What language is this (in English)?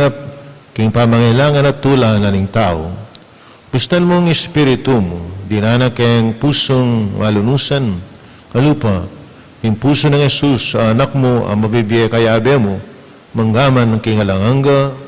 Pampanga